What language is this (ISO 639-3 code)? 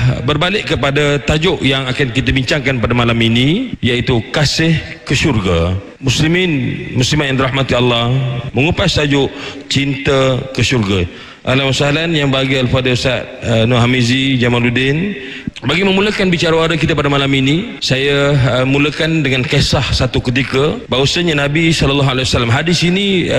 msa